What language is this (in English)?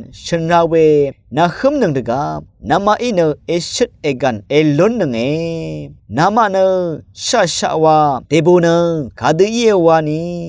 Rawang